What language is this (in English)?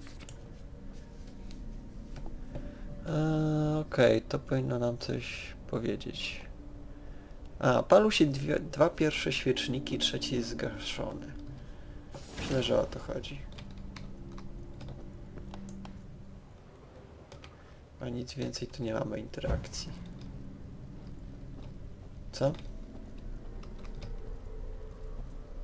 Polish